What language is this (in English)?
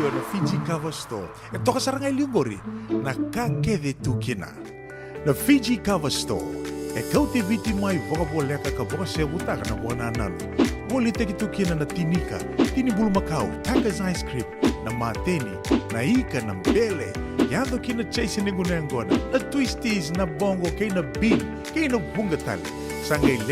Fijian